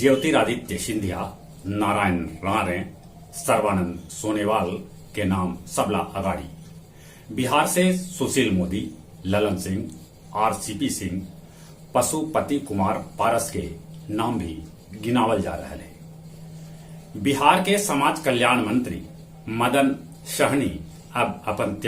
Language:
Magahi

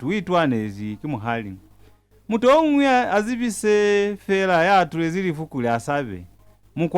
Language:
Lozi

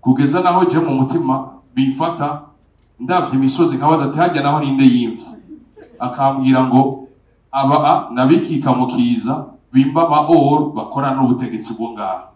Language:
Rundi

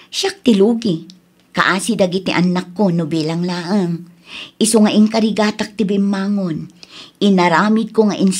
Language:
Iloko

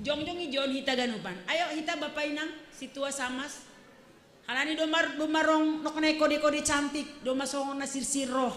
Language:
Batak Simalungun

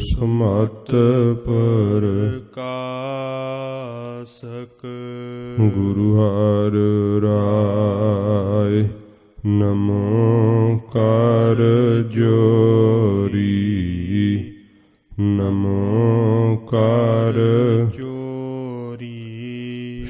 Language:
Punjabi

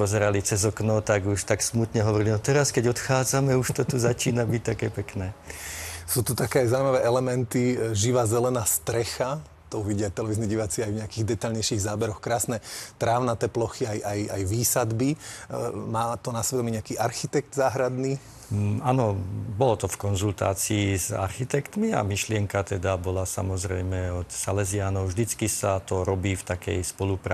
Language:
Slovak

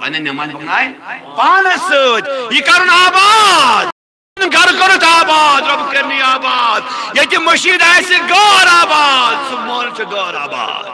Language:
Kashmiri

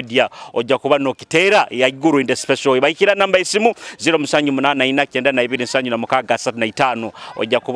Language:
Nyoro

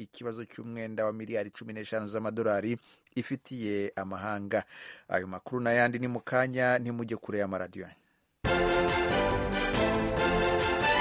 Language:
Kinyarwanda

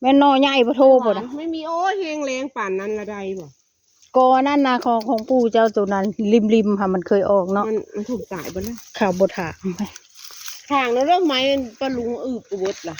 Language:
Northeastern Thai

